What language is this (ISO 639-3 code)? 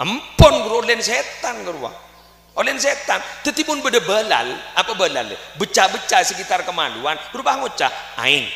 mad